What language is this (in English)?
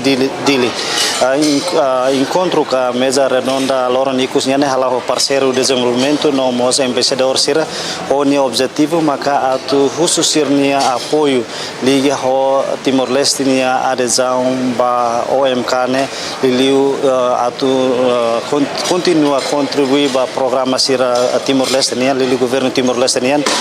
Tetum